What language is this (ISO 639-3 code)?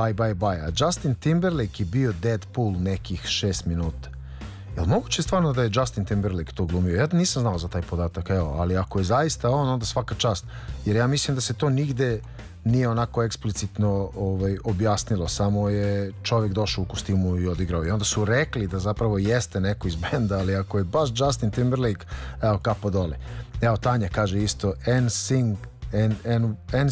srp